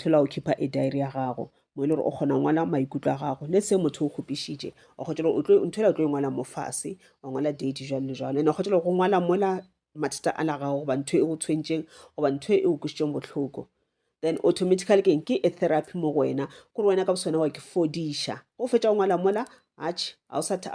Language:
Northern Sotho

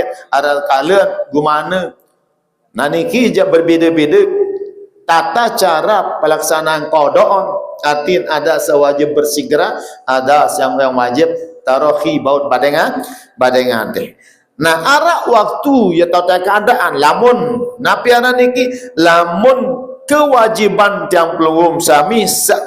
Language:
Sasak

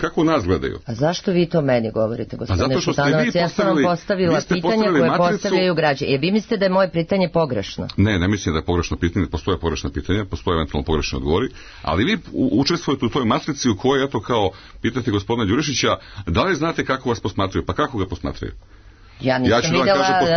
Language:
Serbian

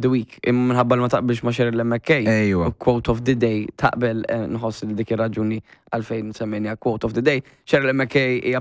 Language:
Maltese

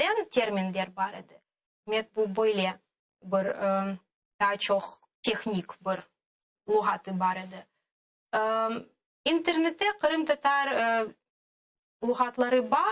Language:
Crimean Tatar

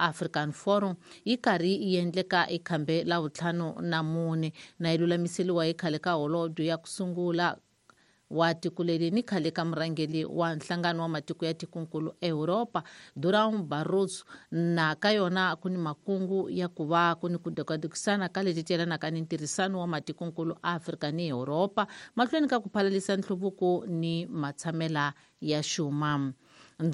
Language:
Tsonga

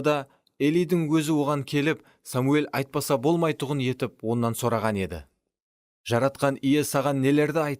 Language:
Kara-Kalpak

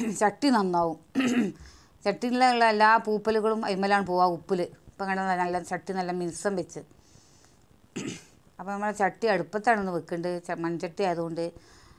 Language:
Malayalam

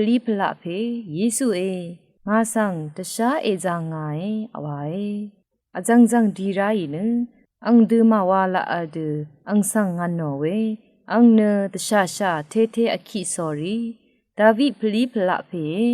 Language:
Rawang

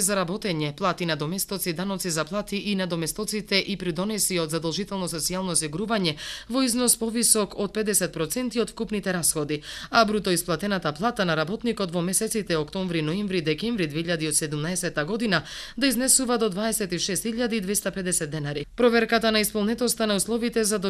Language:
Macedonian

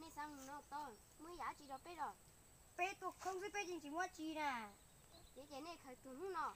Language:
Hmong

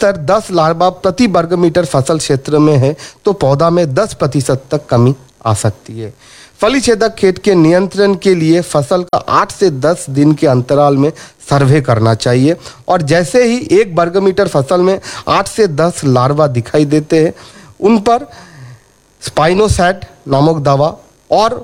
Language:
Hindi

